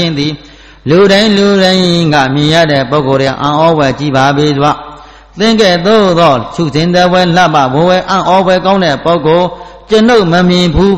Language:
Burmese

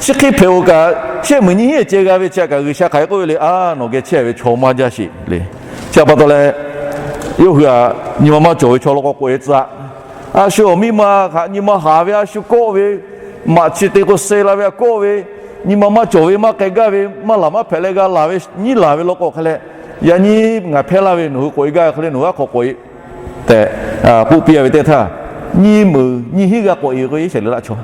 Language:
Lahu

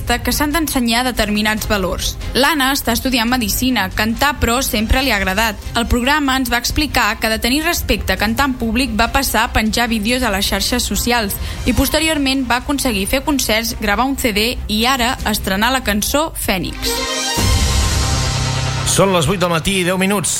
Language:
Catalan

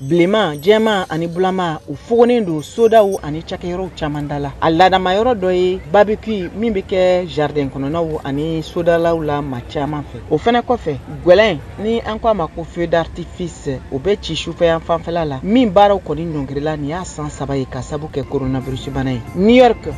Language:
Bambara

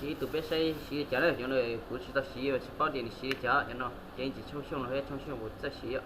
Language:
Hmong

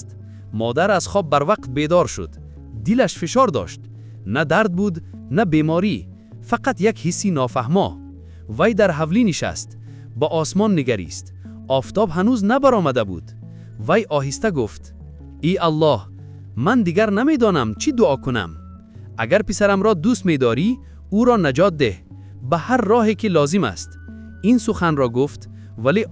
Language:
Tajik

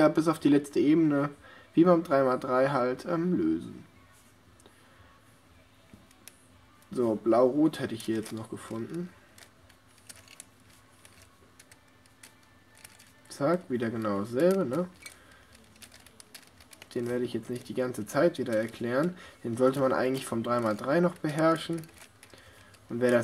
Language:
German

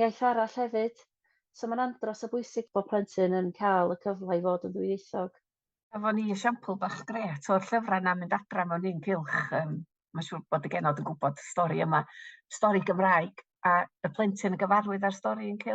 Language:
Welsh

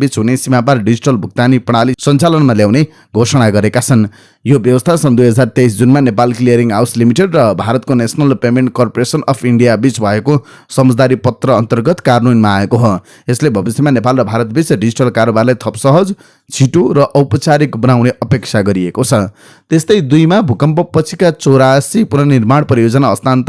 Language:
Nepali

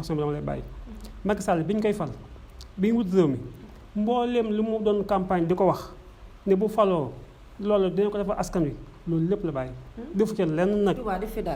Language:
Wolof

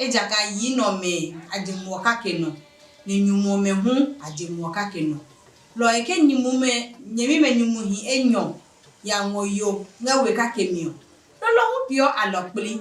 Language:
Adangme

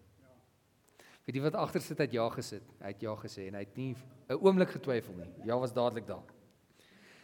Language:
Afrikaans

